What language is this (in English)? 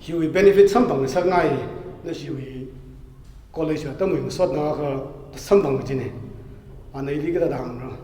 Tangkhul Naga (India)